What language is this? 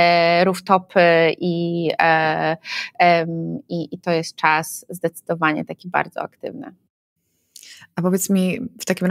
Polish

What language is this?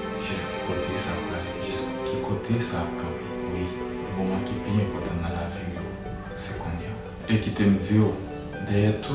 Haitian Creole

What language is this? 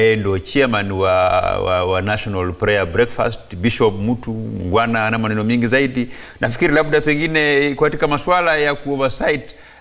Swahili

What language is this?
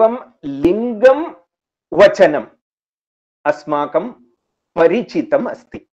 Sanskrit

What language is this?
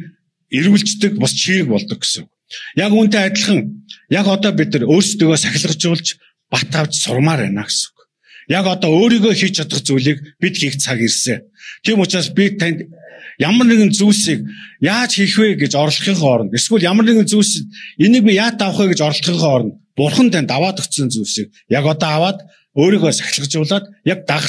Mongolian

